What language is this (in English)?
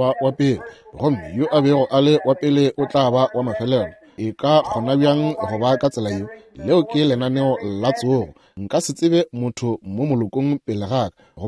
Northern Sotho